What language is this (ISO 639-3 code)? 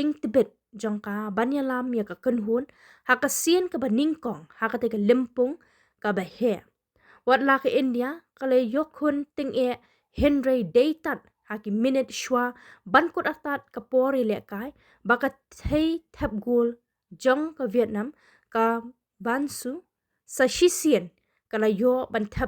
kha